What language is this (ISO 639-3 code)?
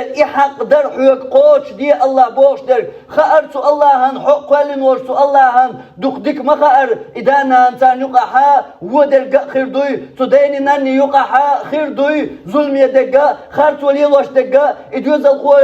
che